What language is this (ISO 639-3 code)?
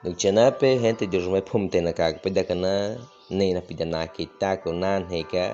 bwi